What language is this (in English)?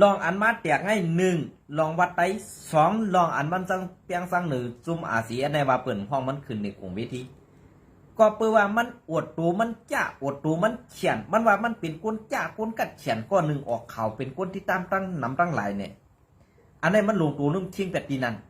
Shan